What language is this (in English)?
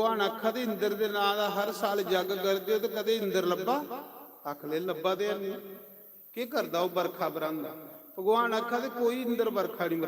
Dogri